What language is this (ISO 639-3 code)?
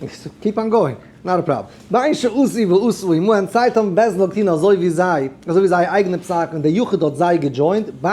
yid